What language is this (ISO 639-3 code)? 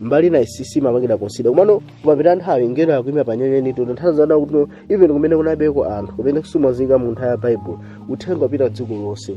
nya